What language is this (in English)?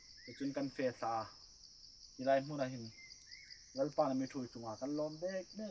Hmar